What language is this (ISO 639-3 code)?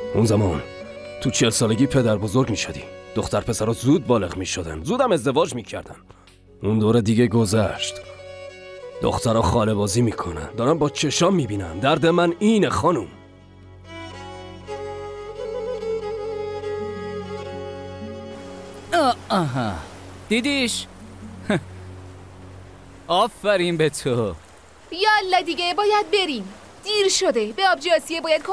fas